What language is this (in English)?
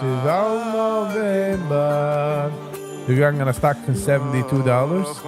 Yiddish